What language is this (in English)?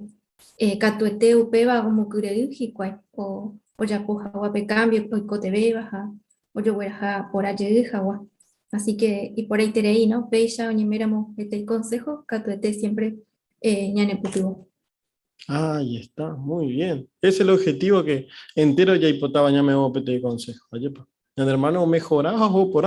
Guarani